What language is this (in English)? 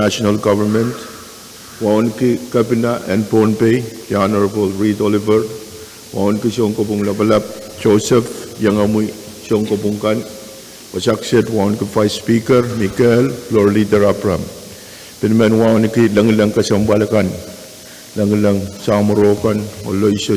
Pohnpeian